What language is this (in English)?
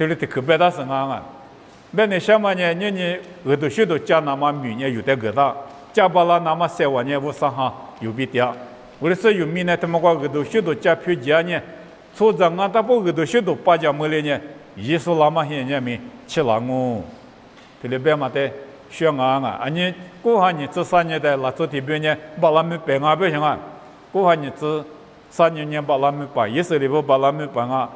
Lisu